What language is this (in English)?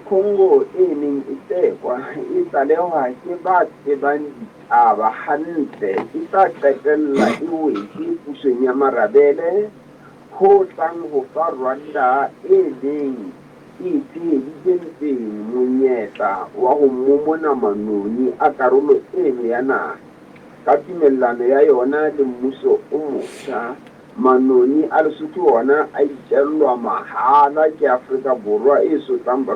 Southern Sotho